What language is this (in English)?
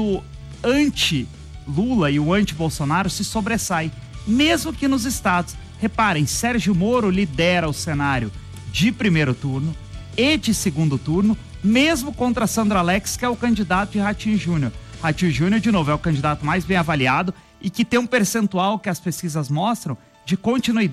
Portuguese